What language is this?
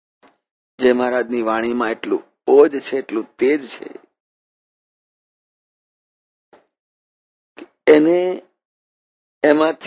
Gujarati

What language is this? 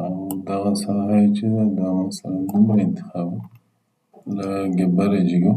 Pashto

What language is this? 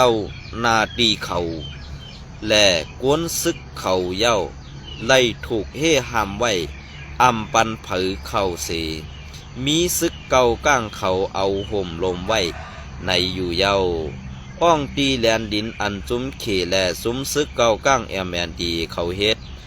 Shan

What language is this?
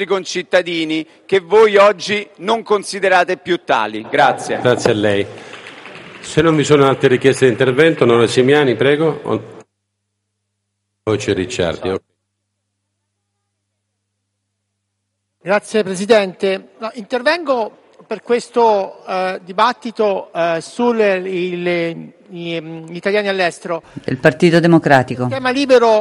Italian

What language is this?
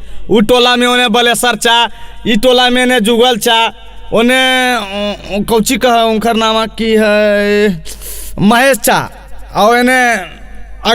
Magahi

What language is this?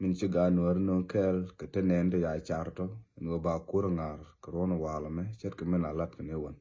Nuer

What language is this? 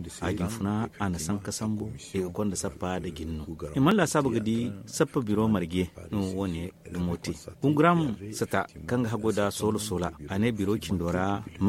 Zarma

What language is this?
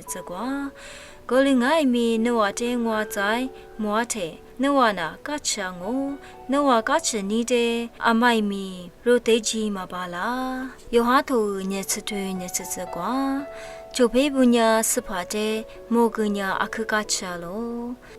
Lisu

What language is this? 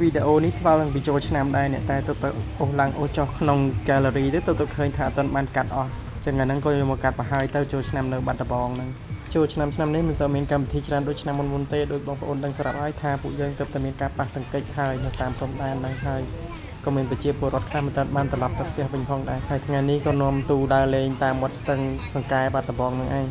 Khmer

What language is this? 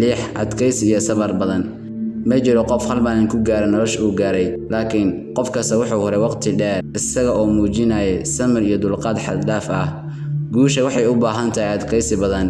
Somali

